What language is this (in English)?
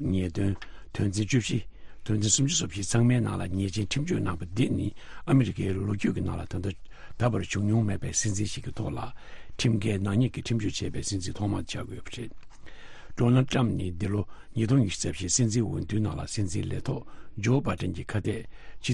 Tibetan